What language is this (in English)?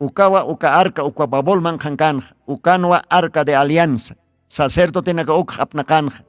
Aymara